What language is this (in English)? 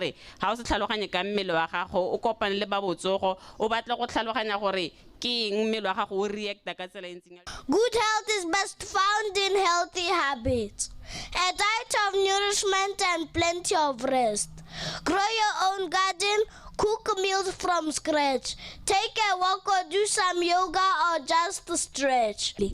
Tswana